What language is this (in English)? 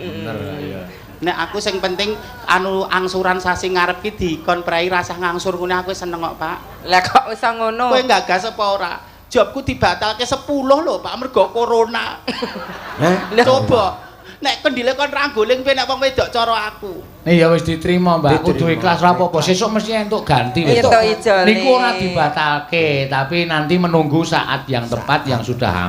Javanese